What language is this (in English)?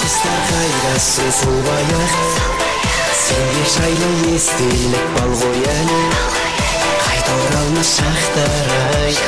Kara-Kalpak